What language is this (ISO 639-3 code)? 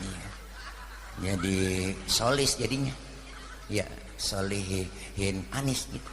bew